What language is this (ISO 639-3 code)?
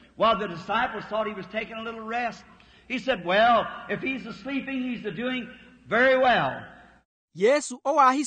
vmw